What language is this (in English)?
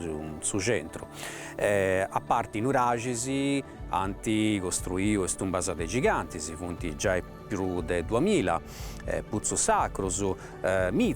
Sardinian